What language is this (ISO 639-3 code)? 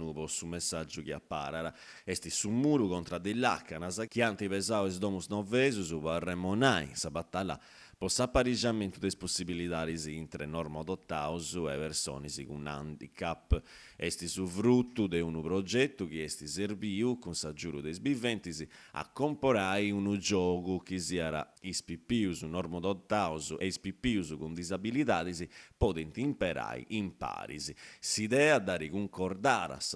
srd